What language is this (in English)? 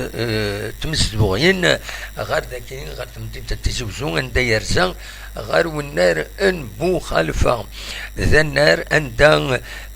Kabyle